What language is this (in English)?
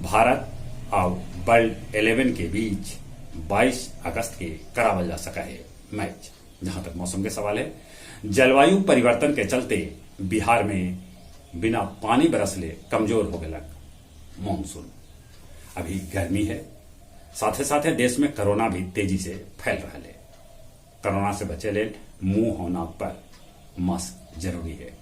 Magahi